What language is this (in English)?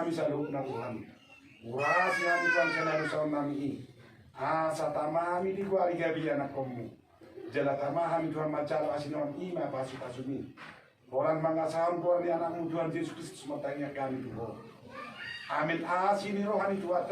Batak Toba